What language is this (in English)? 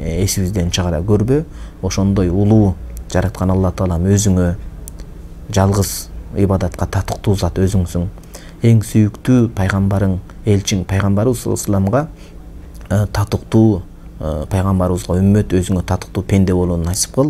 Kyrgyz